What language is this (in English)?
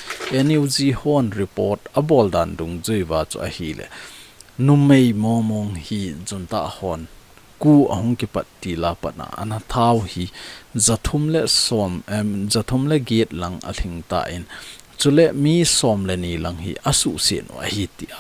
Thado Chin